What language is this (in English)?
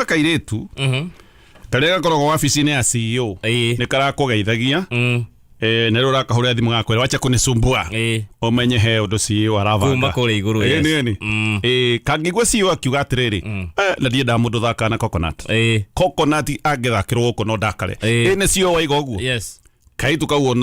Kikuyu